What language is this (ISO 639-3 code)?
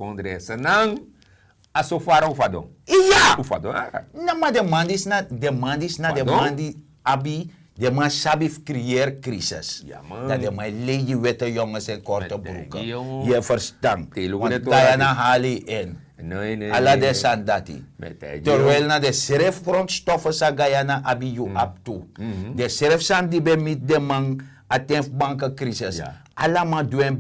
srn